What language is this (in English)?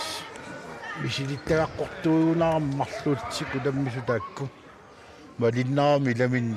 Kalaallisut